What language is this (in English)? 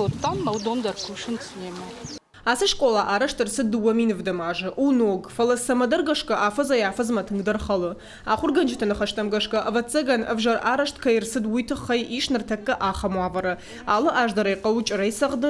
Ossetic